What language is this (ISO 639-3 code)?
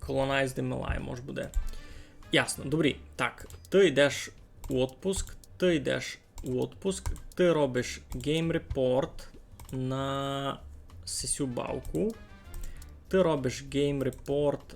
rue